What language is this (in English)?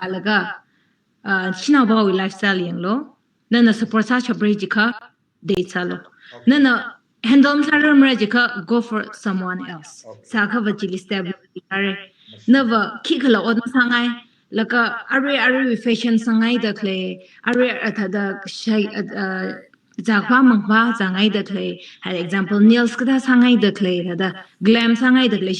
Tangkhul Naga (India)